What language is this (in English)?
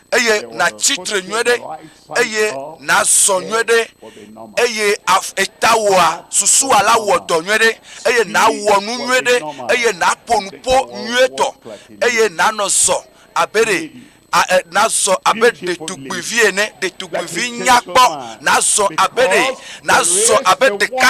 Ewe